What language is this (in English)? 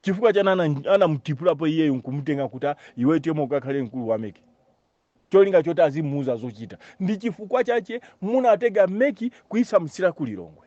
Nyanja